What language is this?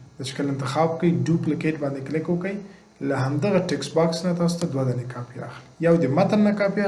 Pashto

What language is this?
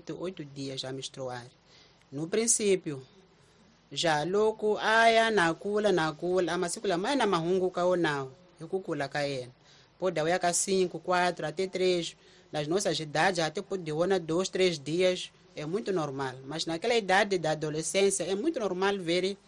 Tsonga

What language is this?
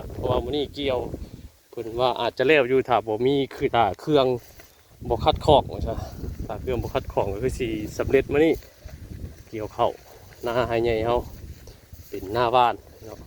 Northeastern Thai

